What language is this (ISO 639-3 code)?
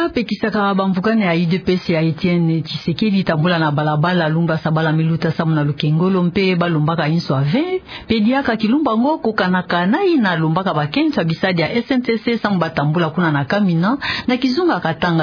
ktu